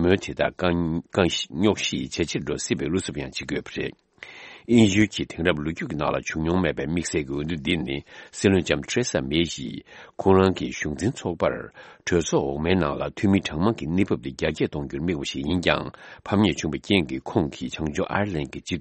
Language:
Tibetan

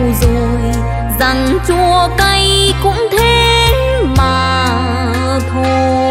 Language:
Vietnamese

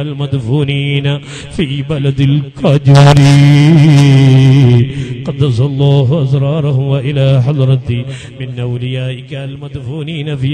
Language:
Malayalam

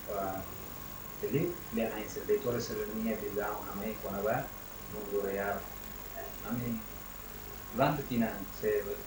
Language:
Tetum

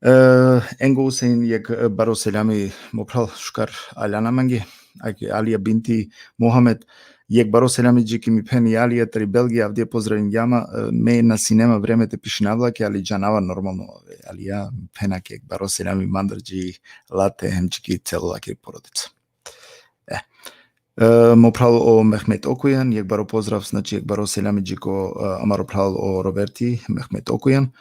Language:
Balkan Romani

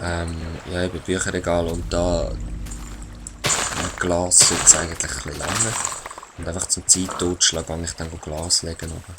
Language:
Swiss German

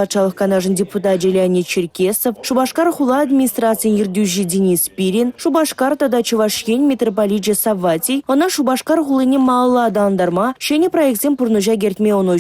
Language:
Chuvash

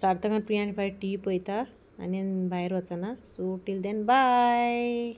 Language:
Konkani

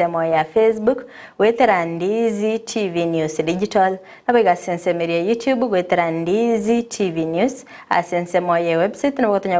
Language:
Gusii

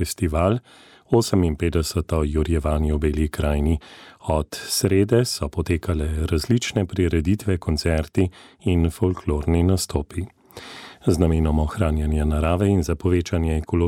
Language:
Slovenian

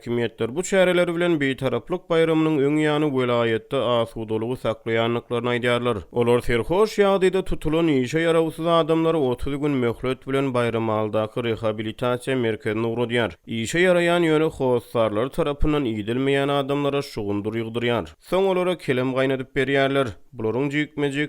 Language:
Turkmen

